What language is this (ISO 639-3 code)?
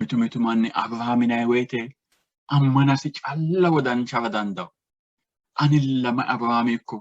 sid